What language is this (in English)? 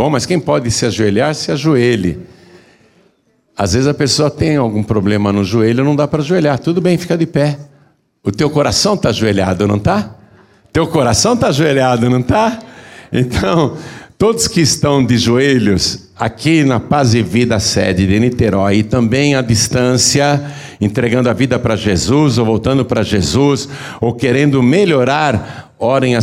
Portuguese